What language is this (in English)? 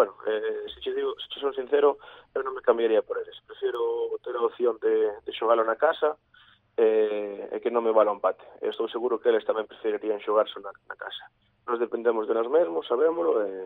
Galician